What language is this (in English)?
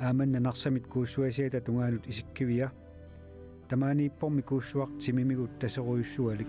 Kalaallisut